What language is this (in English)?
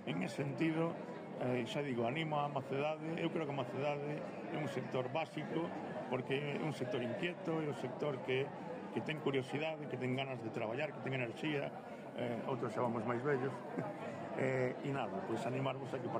Galician